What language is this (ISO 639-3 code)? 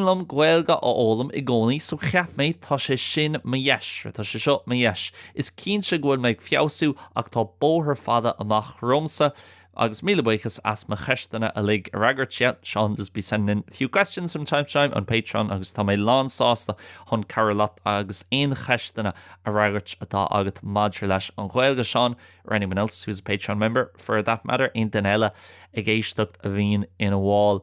gle